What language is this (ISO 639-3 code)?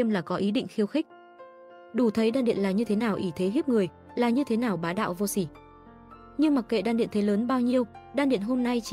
vie